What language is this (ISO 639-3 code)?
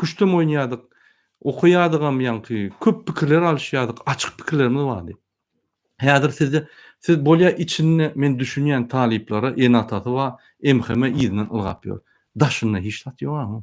tuk